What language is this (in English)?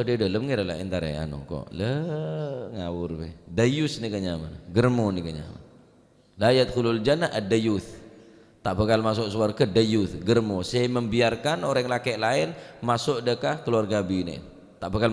Madurese